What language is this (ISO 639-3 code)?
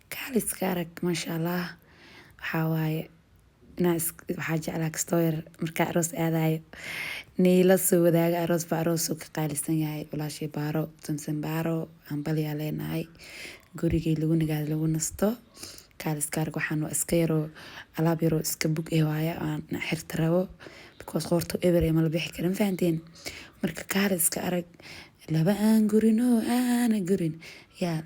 som